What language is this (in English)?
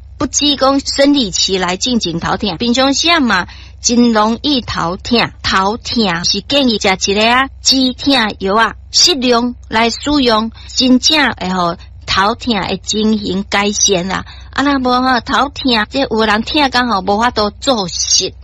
Min Nan Chinese